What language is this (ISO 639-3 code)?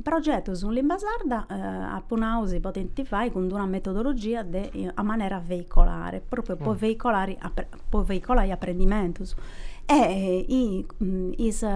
srd